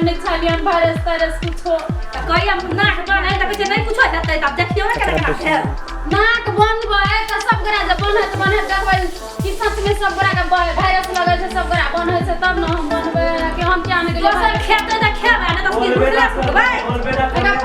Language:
Maithili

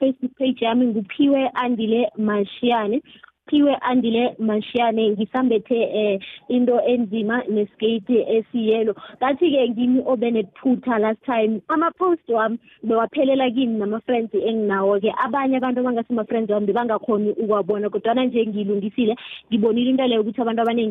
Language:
South Ndebele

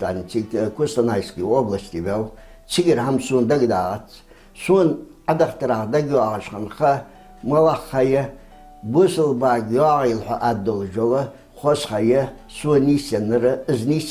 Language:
Ingush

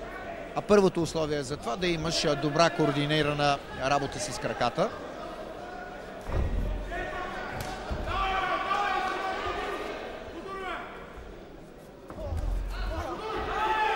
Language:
Bulgarian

